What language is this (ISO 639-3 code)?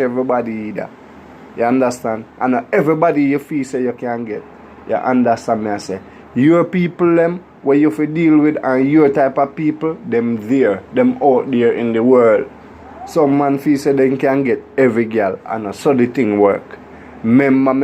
jam